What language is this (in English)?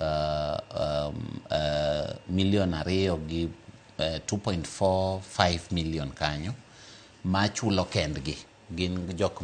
Luo (Kenya and Tanzania)